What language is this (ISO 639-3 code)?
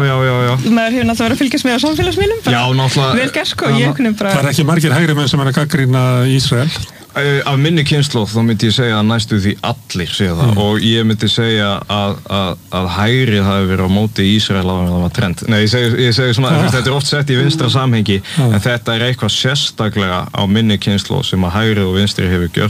isl